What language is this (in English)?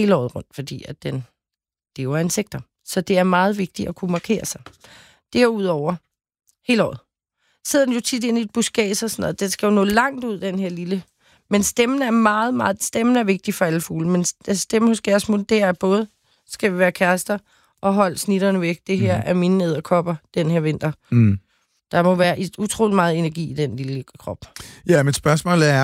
Danish